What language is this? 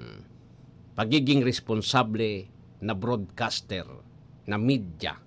Bikol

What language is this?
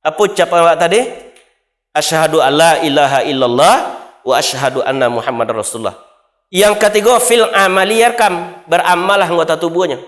Minangkabau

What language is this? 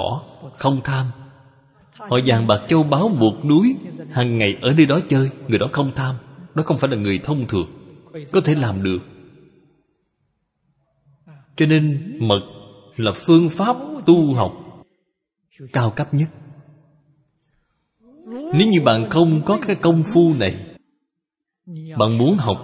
Vietnamese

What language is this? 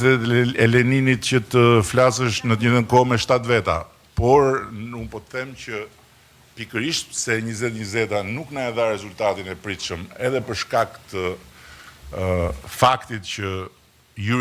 Albanian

